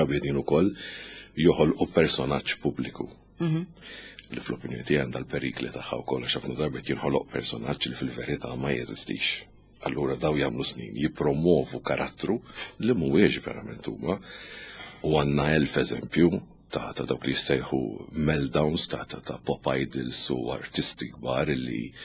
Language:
Maltese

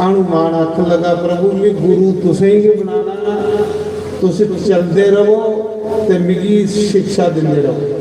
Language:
Dogri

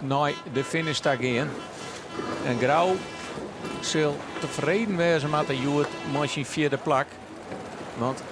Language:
Western Frisian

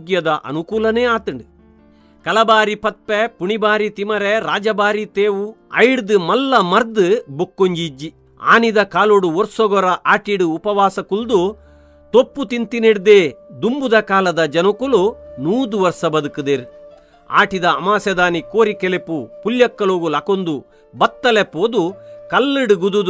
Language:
Tulu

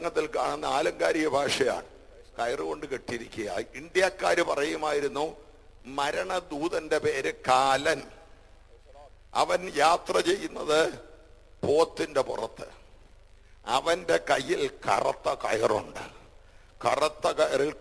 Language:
Malayalam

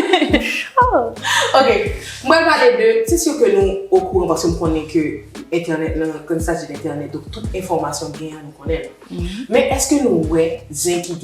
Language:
Haitian Creole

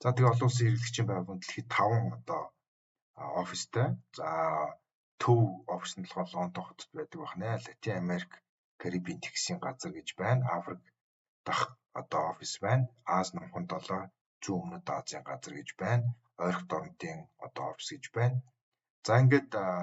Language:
Mongolian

